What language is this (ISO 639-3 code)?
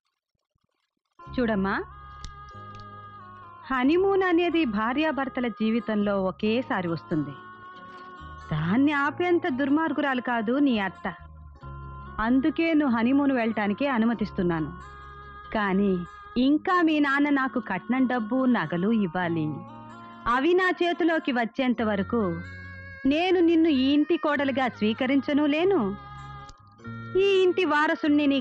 tel